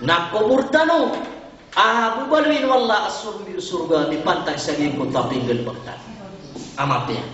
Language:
Maranao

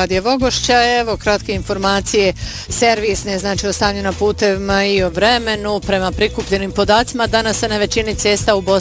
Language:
Bosnian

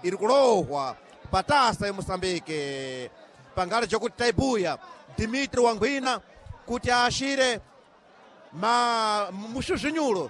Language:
Sena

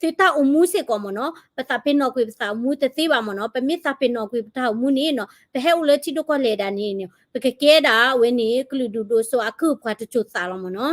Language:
S'gaw Karen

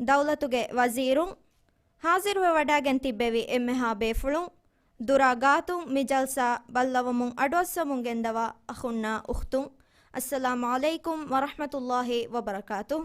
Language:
Divehi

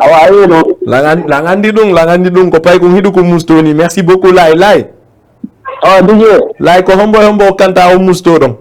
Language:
Fula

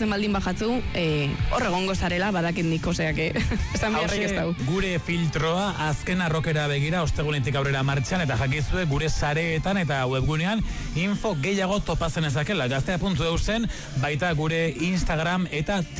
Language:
Basque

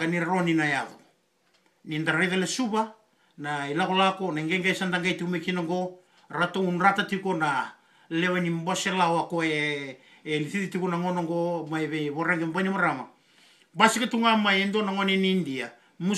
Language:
Fijian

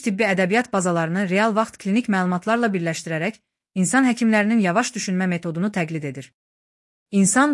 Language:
Azerbaijani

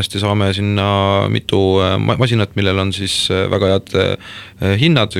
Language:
Estonian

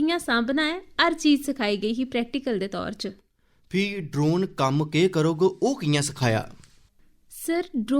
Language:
Dogri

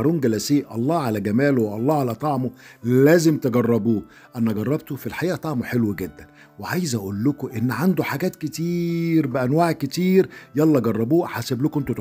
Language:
Egyptian Arabic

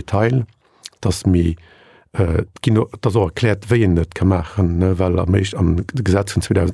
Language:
Luxembourgish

